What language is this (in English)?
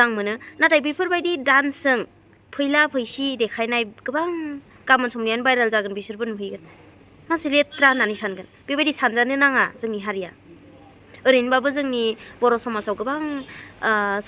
Bodo